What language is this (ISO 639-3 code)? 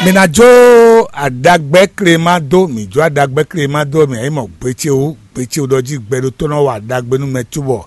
fon